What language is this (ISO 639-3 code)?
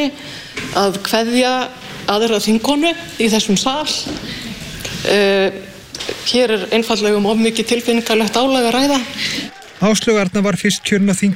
isl